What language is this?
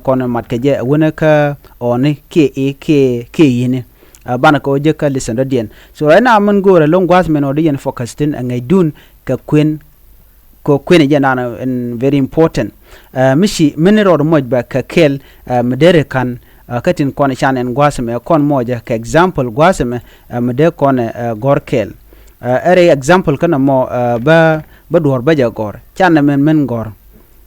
Nuer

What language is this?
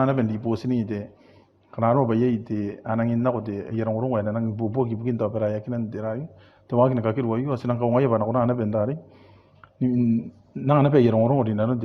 Gilbertese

